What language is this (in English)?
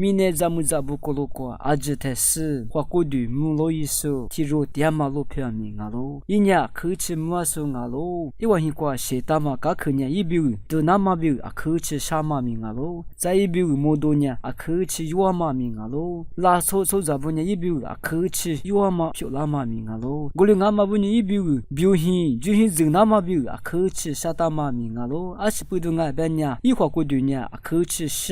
Lisu